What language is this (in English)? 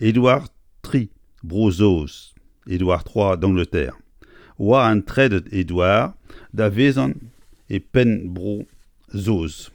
Breton